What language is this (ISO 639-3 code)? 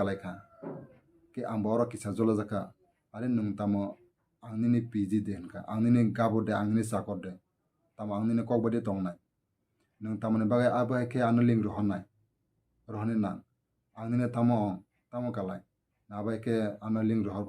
trp